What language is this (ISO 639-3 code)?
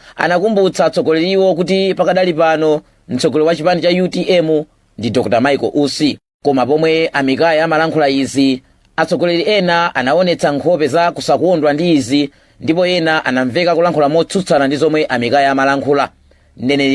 nya